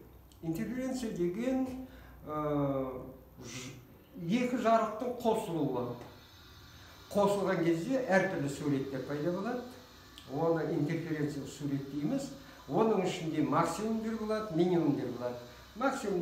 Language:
Kazakh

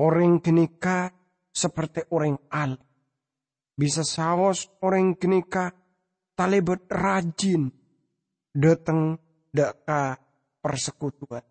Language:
Madurese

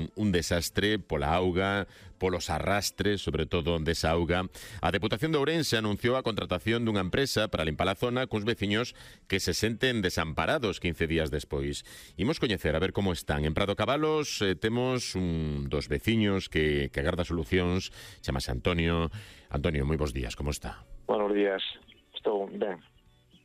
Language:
Galician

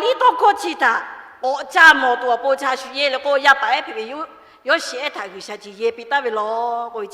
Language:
Lahu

